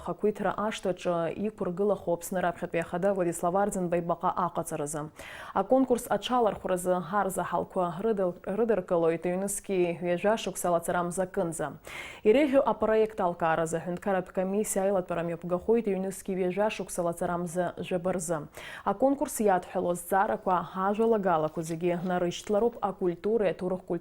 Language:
Abkhazian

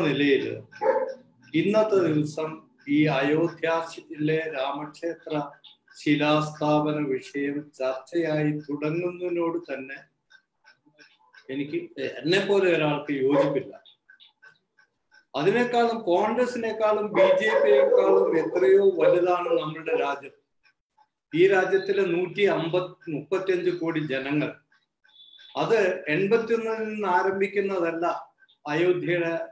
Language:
Malayalam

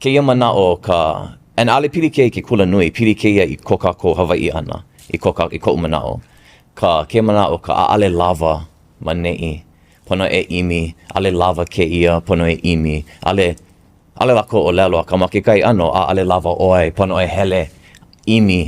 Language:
Hawaiian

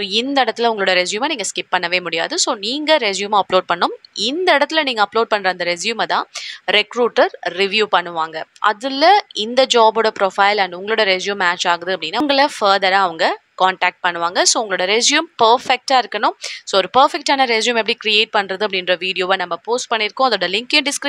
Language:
Tamil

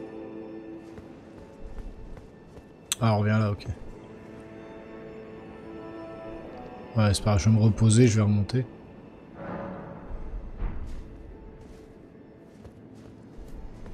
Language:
French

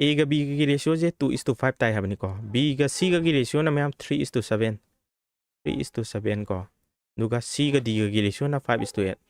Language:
Manipuri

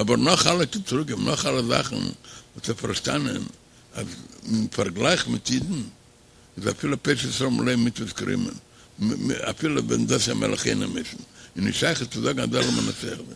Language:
Yiddish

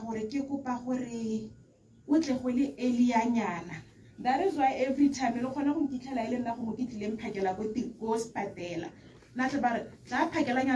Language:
Tswana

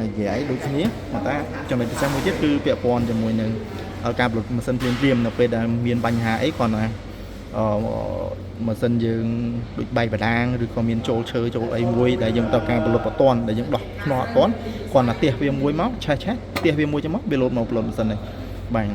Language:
Khmer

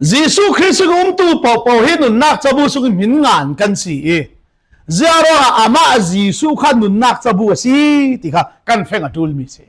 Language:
Falam Chin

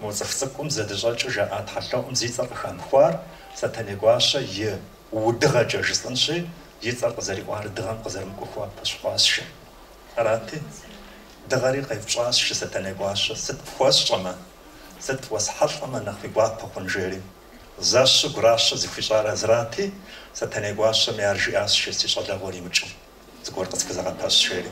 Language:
Kabardian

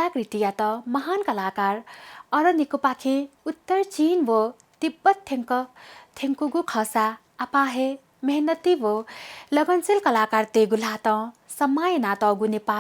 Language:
Newari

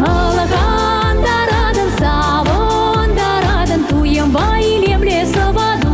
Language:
Chuvash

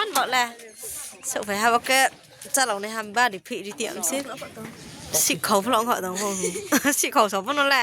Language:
Riang (India)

